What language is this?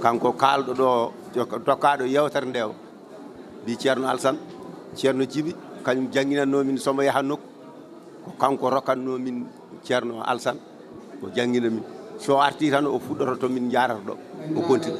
Fula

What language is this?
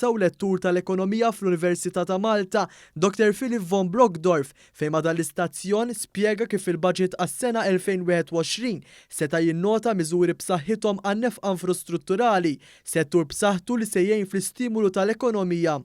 Maltese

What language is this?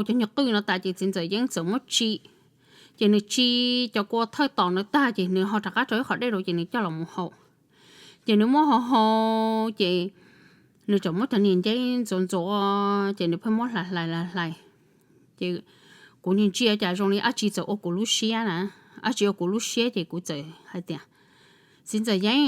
Hmong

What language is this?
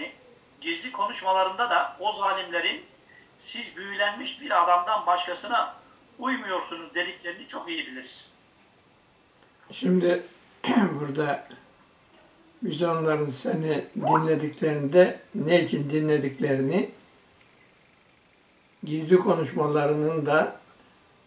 Turkish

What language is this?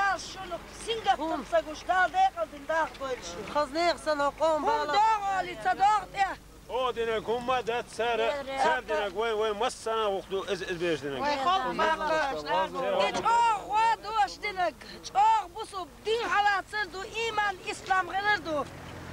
Chechen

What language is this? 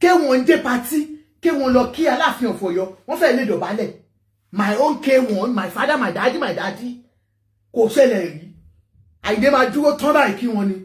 Yoruba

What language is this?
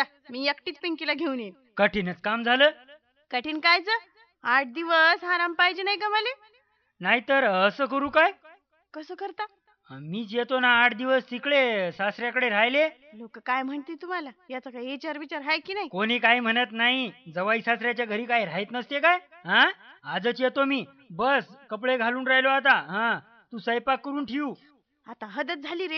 Marathi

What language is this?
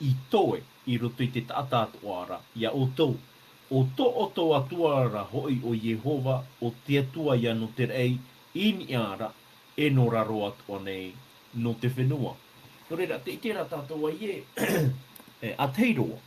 Tahitian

